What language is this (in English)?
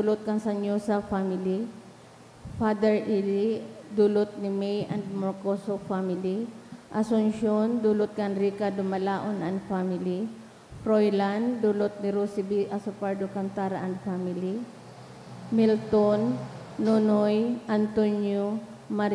Bikol